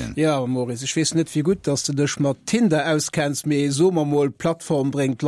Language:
Luxembourgish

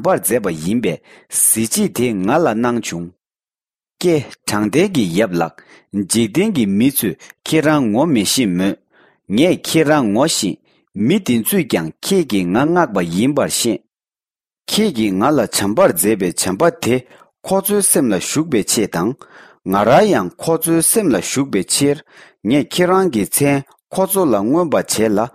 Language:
Tibetan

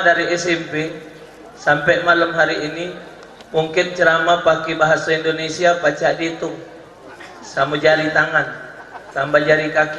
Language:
Musi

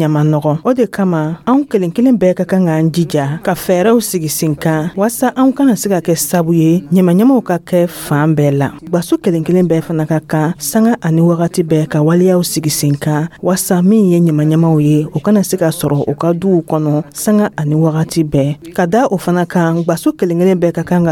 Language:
Dyula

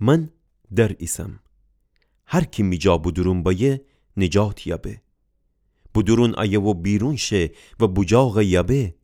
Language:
Gilaki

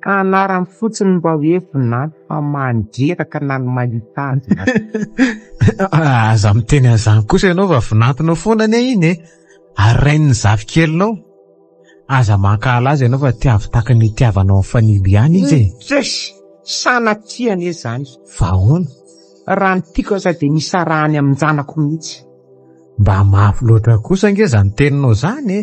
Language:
Malagasy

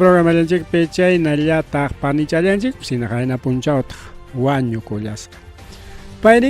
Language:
Ayacucho Quechua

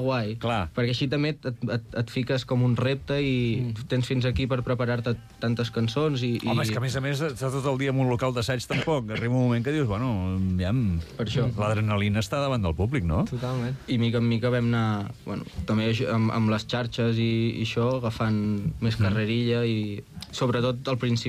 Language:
Catalan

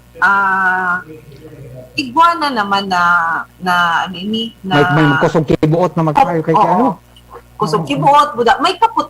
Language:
Bikol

